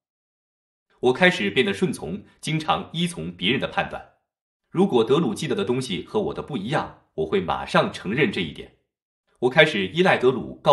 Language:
Chinese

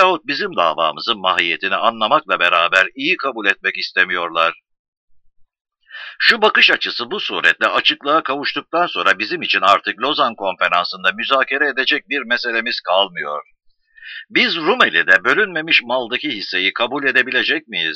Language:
Turkish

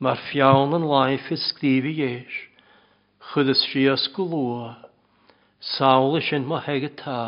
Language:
Welsh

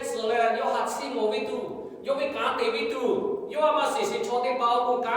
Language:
Lahu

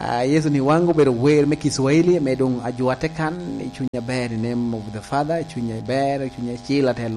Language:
Lango (Uganda)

